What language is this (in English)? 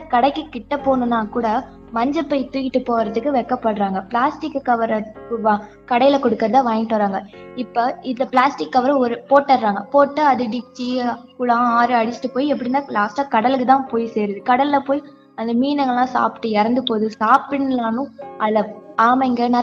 Tamil